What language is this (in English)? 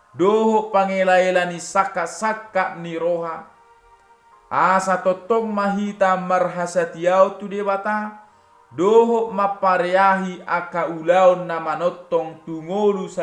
Batak Toba